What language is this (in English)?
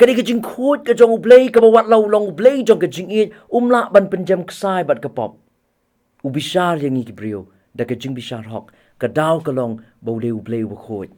Khasi